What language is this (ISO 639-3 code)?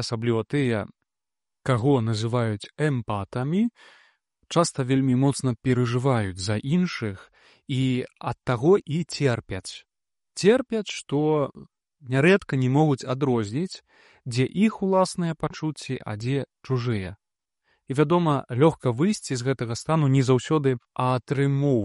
bel